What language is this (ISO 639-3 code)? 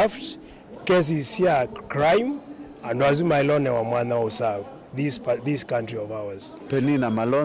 kam